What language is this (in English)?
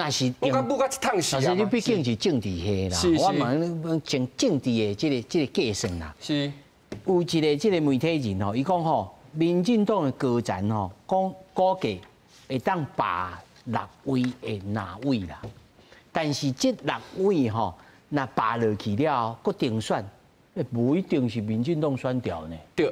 Min Nan Chinese